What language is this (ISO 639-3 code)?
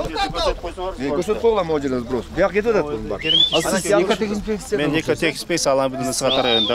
kir